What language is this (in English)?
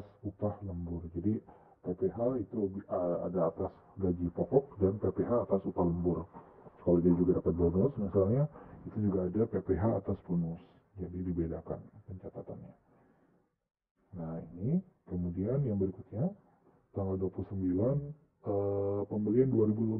Indonesian